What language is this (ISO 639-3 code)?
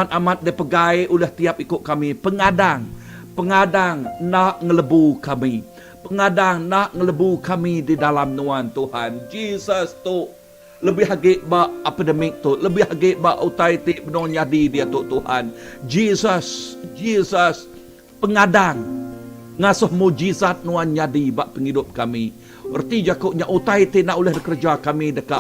iba